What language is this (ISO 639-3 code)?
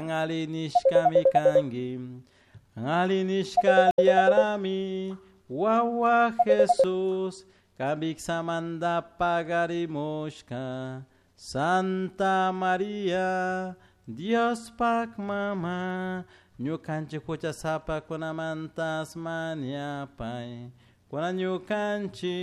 qug